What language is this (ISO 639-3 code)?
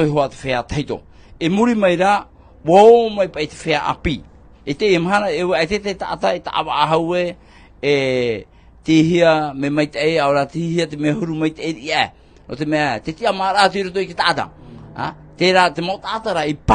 tah